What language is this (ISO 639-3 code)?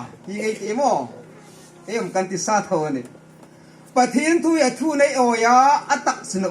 hmr